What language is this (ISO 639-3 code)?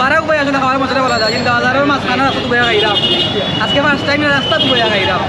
syl